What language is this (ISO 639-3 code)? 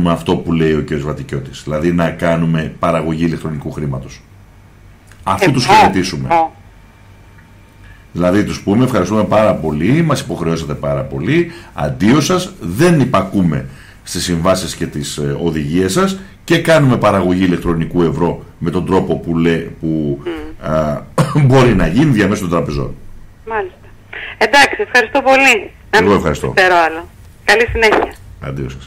ell